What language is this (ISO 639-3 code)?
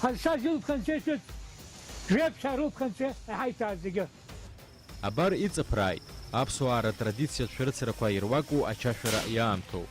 abk